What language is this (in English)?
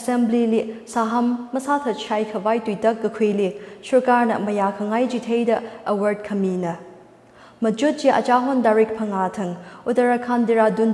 Tangkhul Naga (India)